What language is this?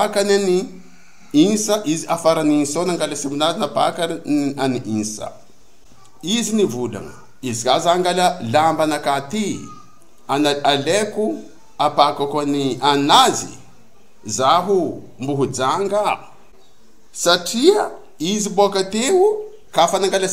Bushi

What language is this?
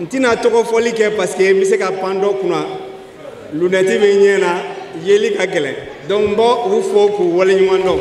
Bambara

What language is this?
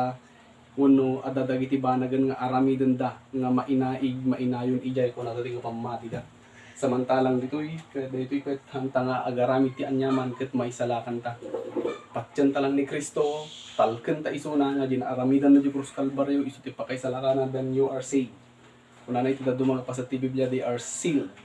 Iloko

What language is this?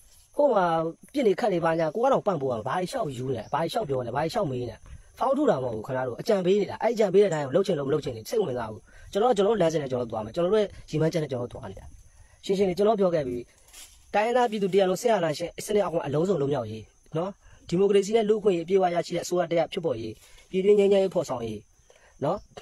Burmese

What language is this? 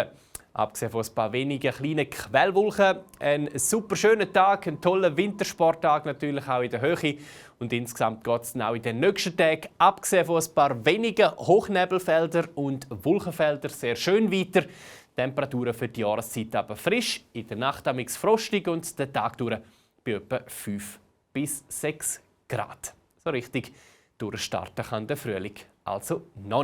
Swiss German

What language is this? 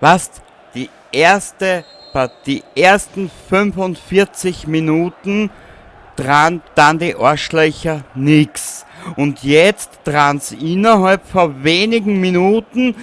Bavarian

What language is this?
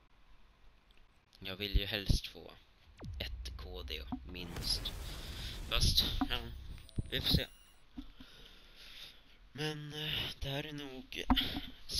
Swedish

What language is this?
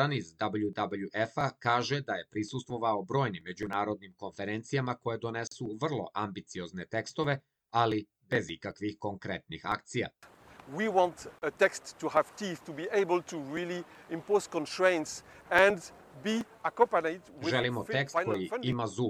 Serbian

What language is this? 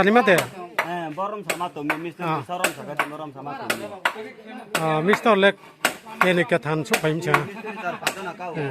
Riang (India)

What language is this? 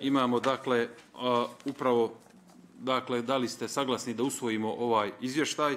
Bosnian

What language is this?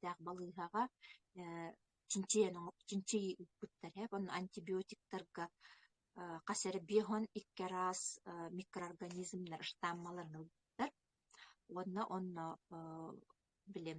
Yakut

